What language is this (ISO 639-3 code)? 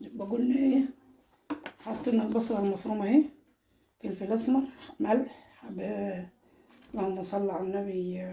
arz